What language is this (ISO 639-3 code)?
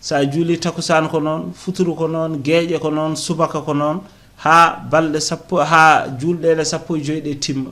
ful